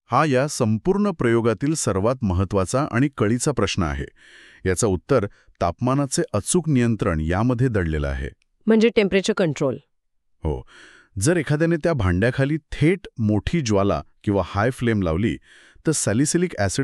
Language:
Marathi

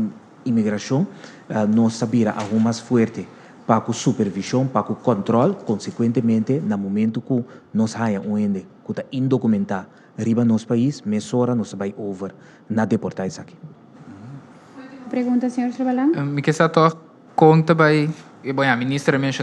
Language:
Papiamento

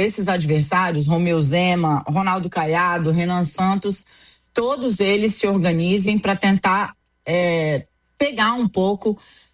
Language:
Portuguese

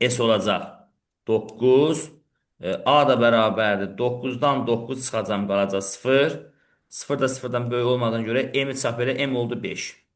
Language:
Azerbaijani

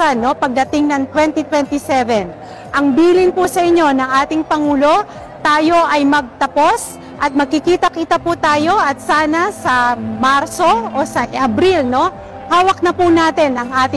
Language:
Filipino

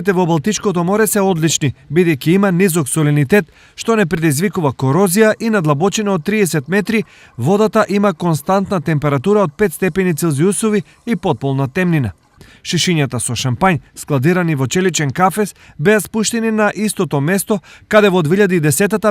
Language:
Macedonian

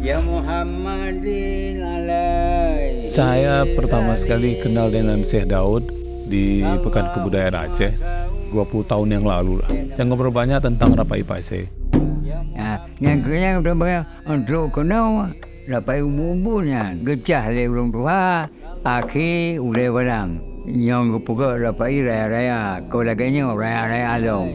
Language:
Achinese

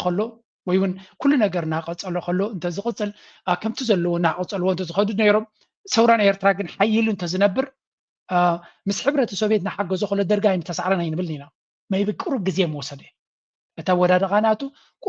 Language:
Tigrinya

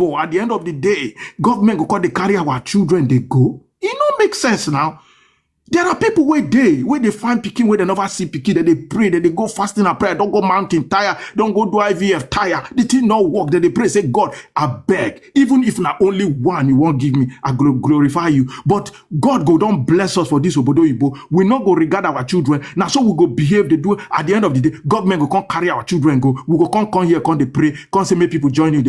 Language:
Nigerian Pidgin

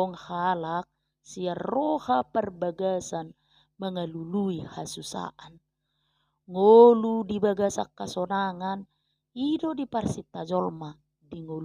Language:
Batak Toba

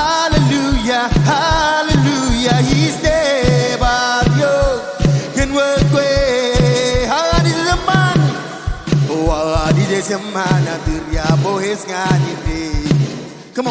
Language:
Marshallese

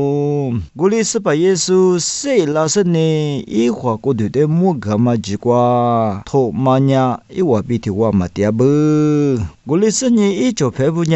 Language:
Lisu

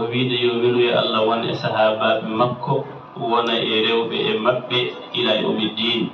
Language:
Fula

